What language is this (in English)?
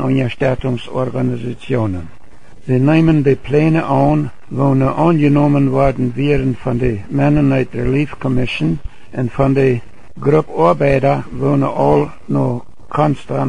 Plautdietsch